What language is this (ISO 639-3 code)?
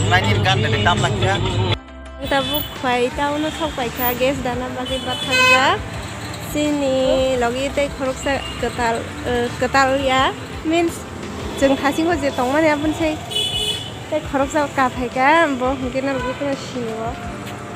trp